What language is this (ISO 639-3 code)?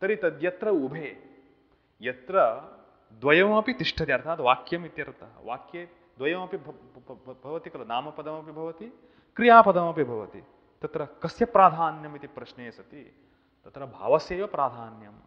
san